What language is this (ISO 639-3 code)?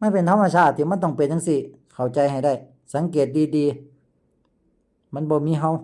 lao